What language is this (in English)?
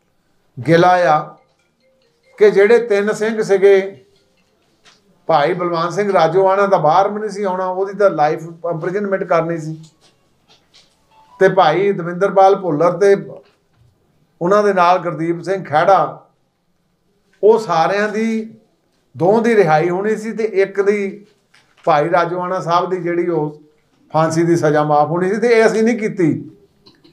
Punjabi